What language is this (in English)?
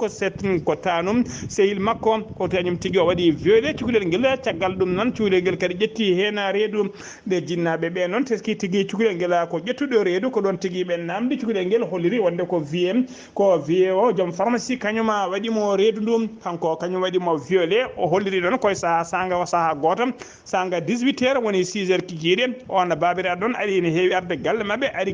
Fula